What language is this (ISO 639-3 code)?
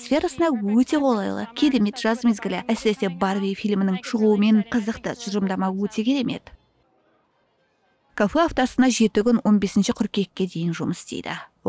kaz